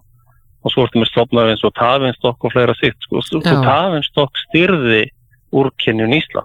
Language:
Icelandic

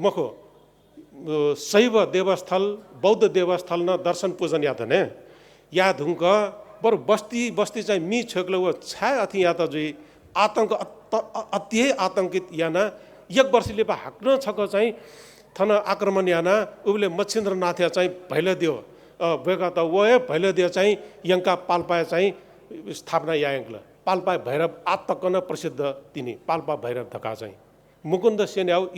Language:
Newari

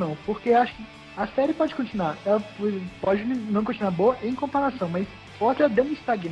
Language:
Portuguese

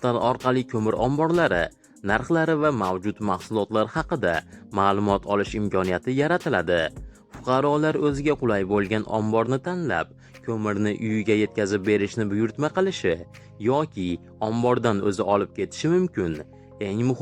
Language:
Uzbek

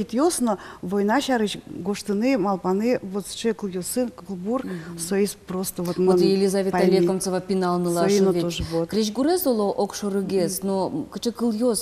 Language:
Udmurt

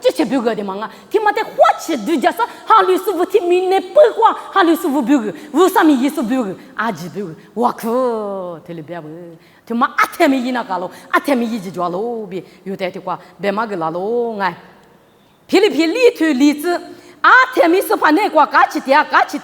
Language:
Lisu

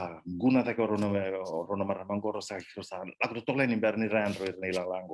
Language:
Fijian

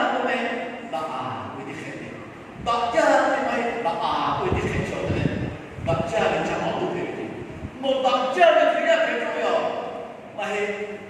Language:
Lahu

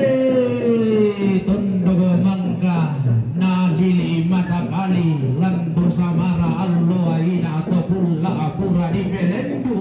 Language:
Toraja-Sa'dan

